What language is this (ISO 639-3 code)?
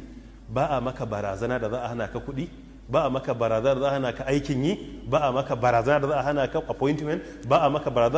hau